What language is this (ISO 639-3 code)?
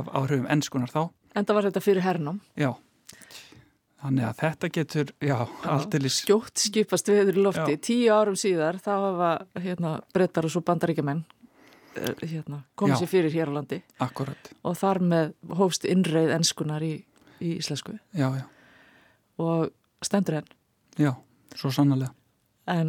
isl